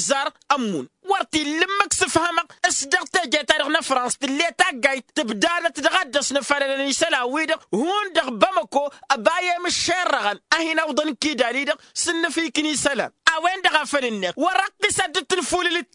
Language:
Tamasheq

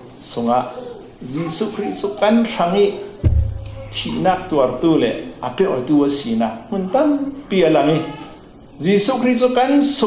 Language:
Falam Chin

